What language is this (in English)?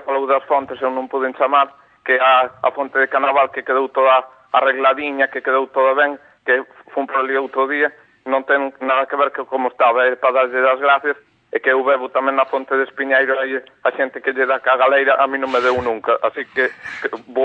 Galician